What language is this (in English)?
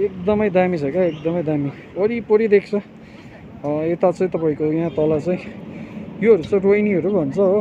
Nepali